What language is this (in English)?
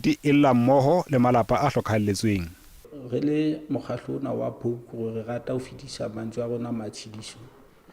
Southern Sotho